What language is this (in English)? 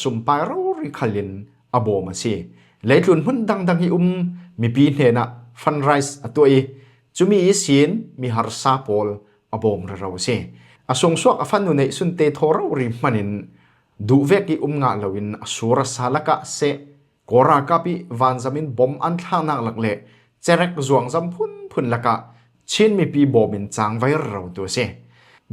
Falam Chin